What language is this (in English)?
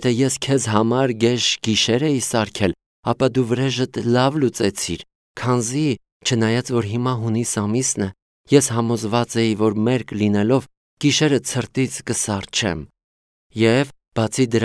Armenian